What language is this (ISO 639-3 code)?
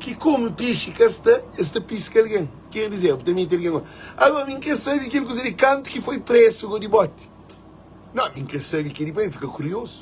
kea